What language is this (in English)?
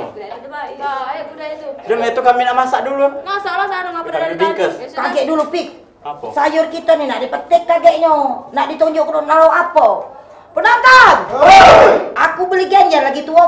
Musi